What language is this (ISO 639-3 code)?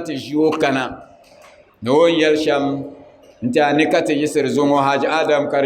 dag